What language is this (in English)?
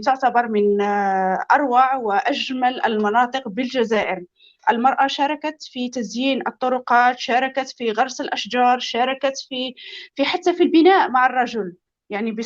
North Levantine Arabic